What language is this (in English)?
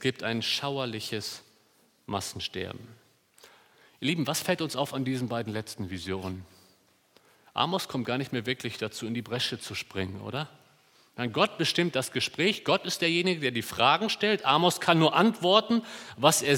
German